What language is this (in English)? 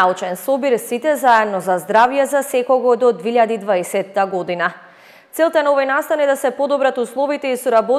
Macedonian